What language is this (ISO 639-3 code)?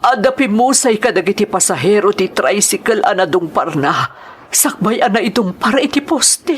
ilo